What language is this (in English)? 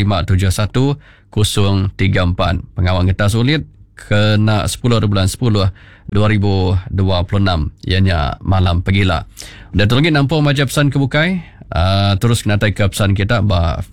Iban